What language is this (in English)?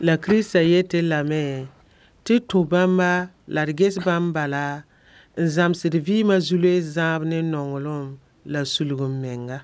Mossi